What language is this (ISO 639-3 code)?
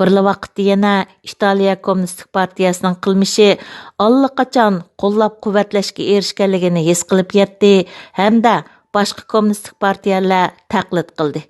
uig